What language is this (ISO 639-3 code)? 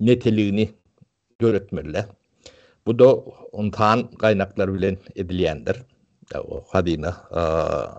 tuk